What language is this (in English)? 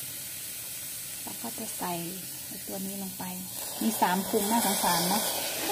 Thai